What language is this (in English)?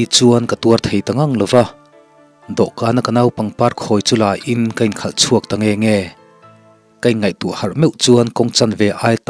Mizo